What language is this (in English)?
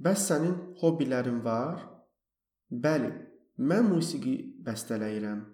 Azerbaijani